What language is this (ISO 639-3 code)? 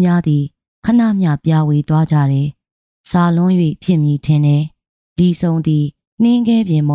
mya